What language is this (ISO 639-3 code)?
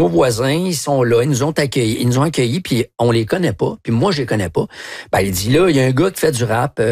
fra